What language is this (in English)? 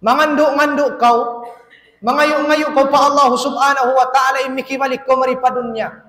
Tausug